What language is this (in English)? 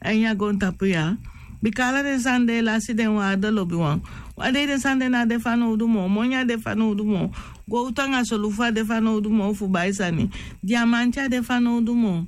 Sranan Tongo